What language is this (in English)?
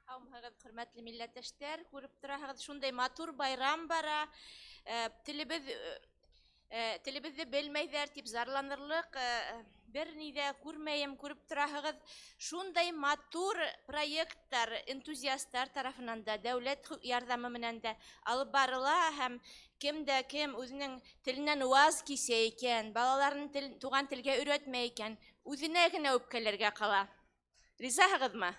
Bashkir